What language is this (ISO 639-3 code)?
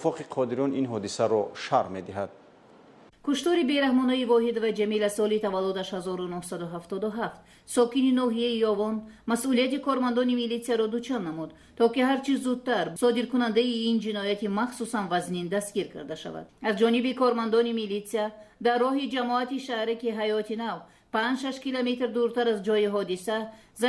tgk